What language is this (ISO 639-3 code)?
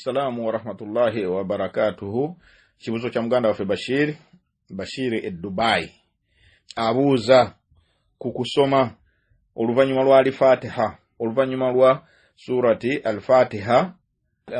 lug